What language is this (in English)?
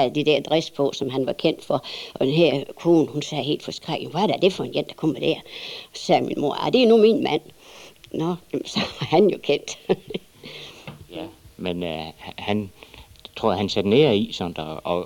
Danish